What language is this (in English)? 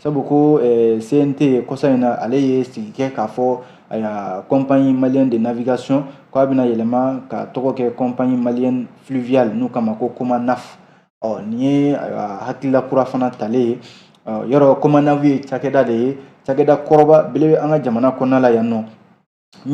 Bambara